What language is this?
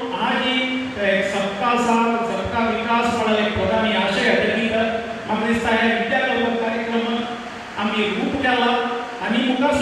Konkani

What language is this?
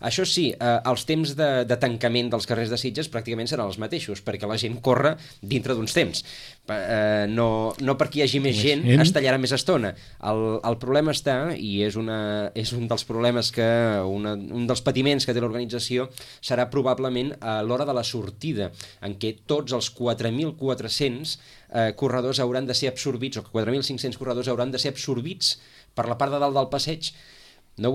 Catalan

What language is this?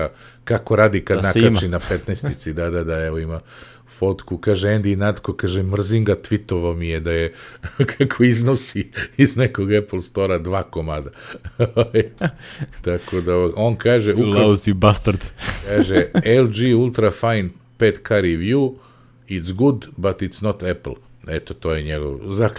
Serbian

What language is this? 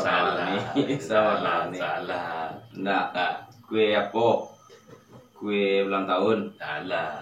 Minangkabau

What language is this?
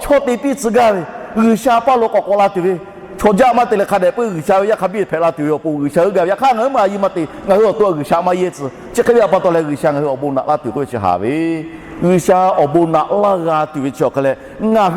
Lahu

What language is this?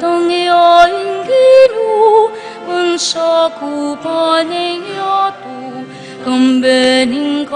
Pampanga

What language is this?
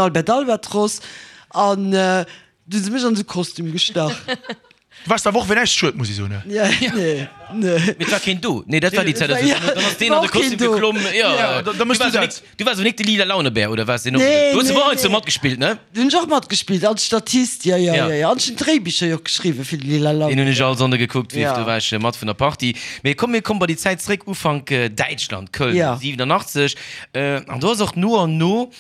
Luxembourgish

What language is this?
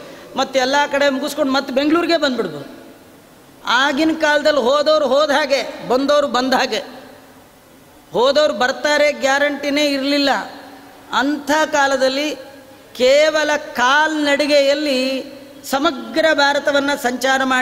Kannada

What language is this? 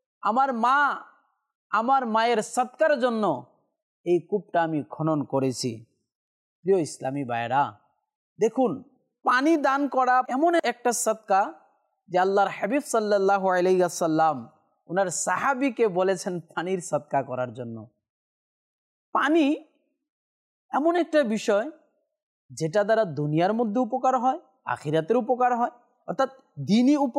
Bangla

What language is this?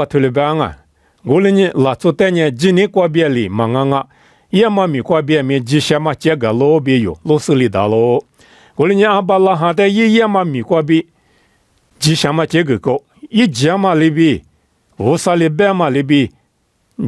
Lisu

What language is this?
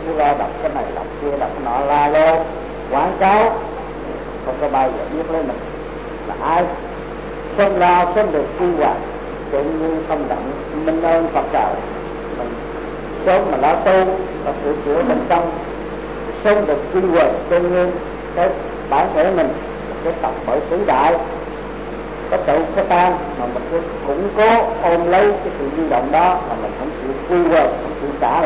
Vietnamese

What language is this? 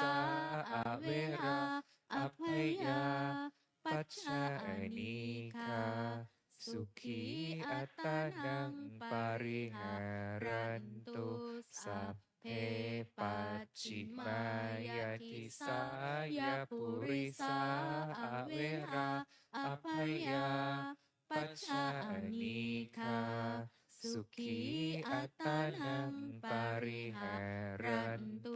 Pali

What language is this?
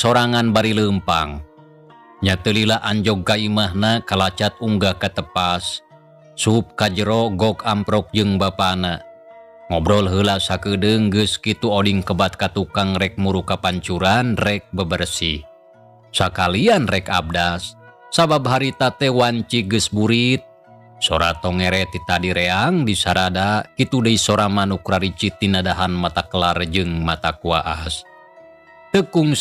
Sundanese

